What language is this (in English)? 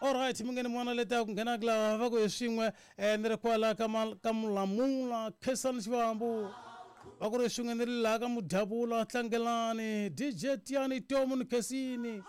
Tsonga